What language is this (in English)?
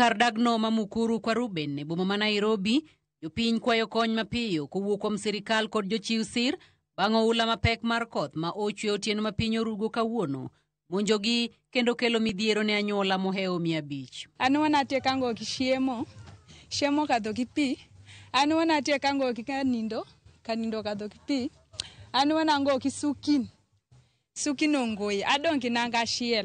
Luo (Kenya and Tanzania)